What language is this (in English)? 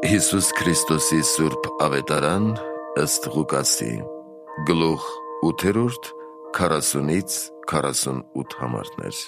Armenian